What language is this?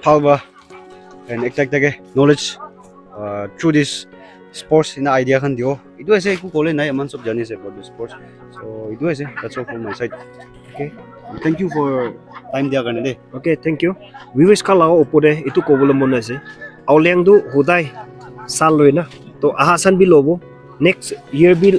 Naga Pidgin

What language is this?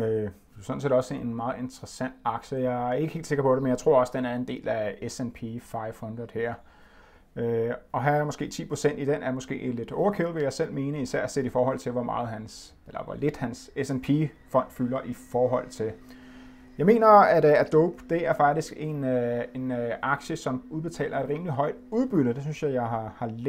Danish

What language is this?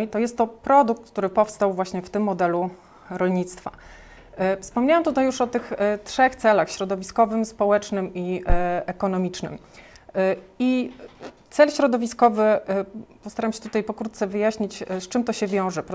Polish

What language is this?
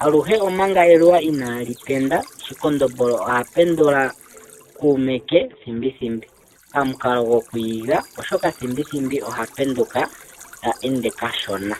Ndonga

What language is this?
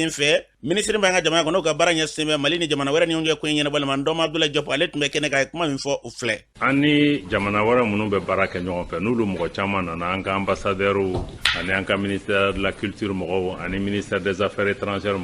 Bambara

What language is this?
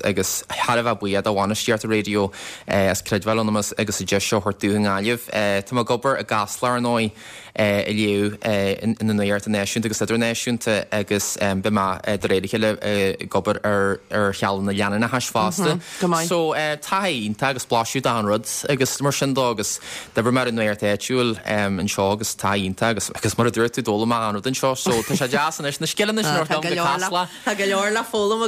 Irish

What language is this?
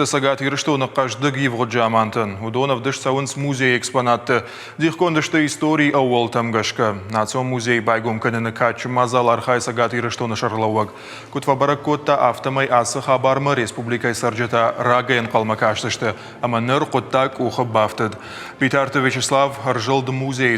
Ossetic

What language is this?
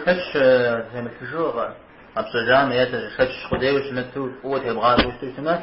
Kabardian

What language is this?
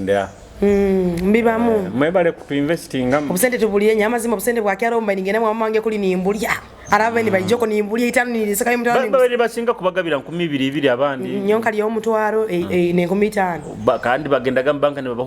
Nyoro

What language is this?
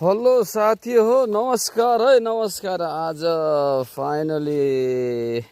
Nepali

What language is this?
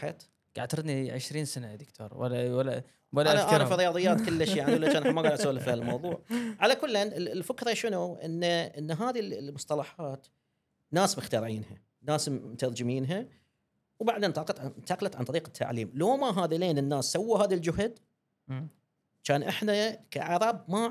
Gulf Arabic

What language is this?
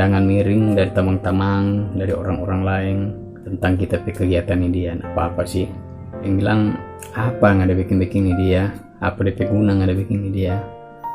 Manado Malay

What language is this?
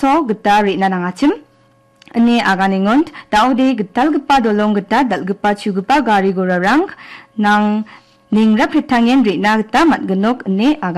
Garo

